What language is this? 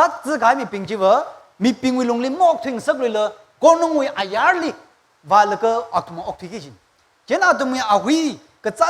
Tangkhul Naga (India)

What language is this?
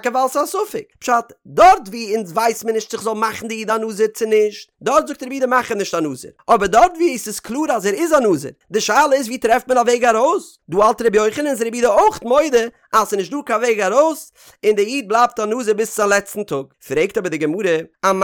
Yiddish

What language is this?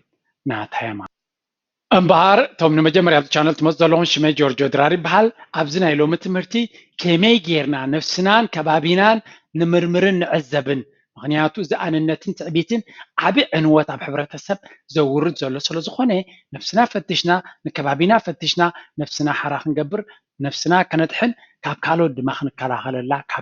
Tigrinya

